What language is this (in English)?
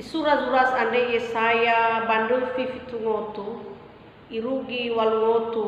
Nias